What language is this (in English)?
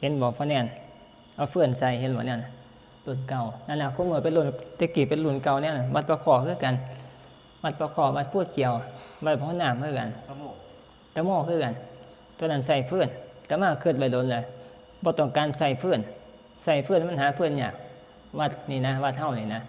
Northeastern Thai